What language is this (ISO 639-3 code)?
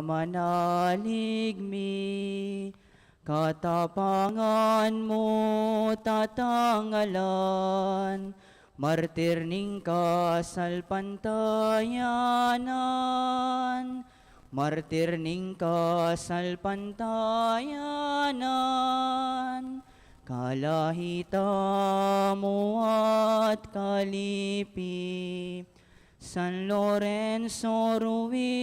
pam